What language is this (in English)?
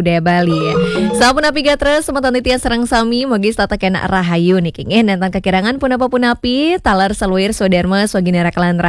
Balinese